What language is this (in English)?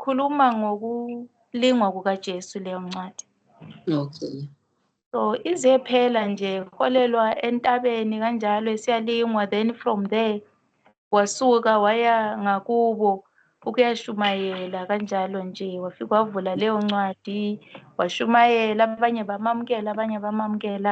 Zulu